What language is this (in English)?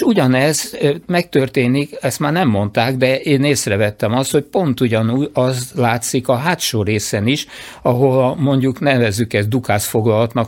Hungarian